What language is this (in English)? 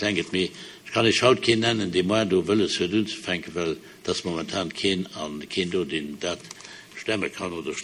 Luxembourgish